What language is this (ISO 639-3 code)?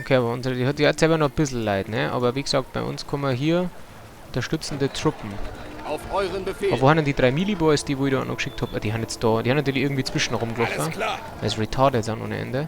bar